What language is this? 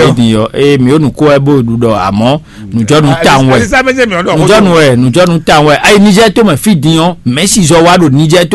Fon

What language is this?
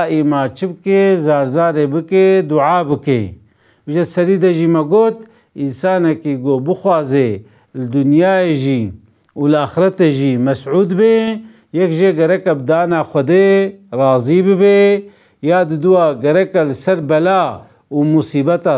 Kurdish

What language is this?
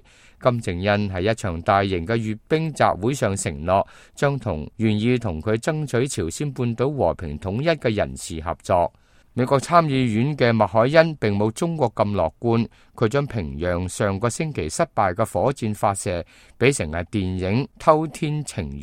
Cantonese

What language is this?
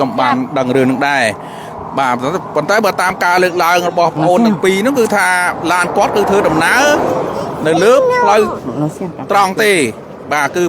Khmer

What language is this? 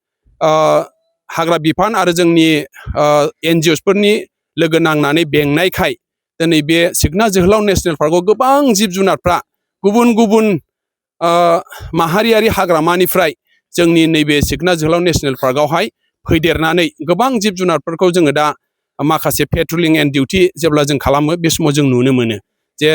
Bodo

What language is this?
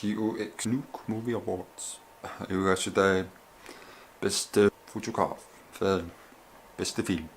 Kalaallisut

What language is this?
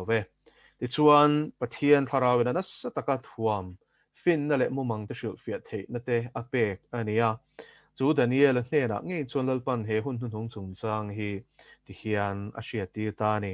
Mizo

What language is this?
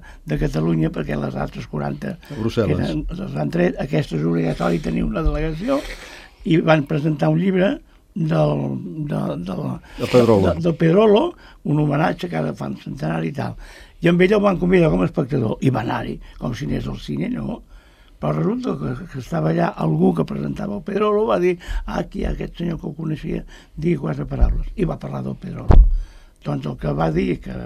Catalan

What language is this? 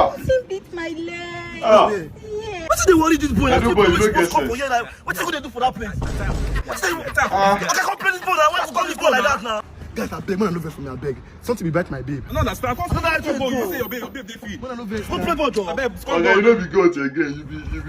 Nigerian Pidgin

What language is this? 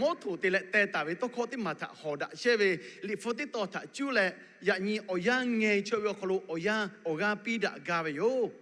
Lahu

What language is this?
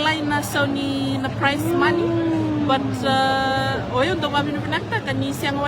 Fijian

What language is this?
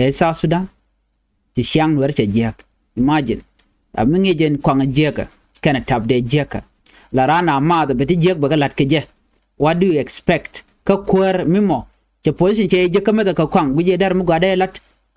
Nuer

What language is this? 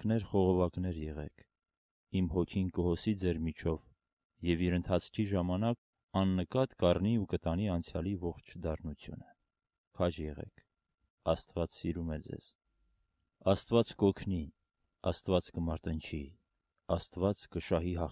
Armenian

